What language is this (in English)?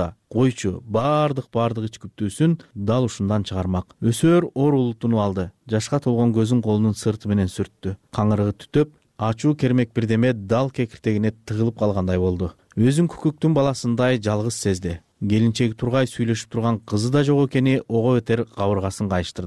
Kyrgyz